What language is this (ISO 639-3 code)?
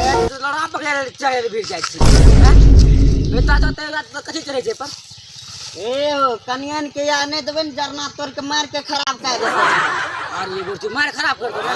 mai